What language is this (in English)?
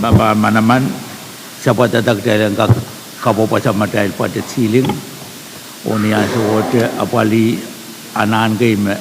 Pohnpeian